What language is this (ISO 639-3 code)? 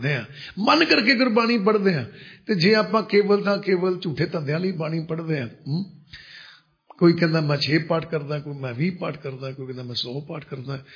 pan